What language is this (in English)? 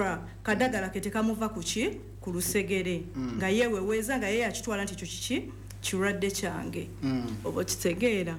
Ganda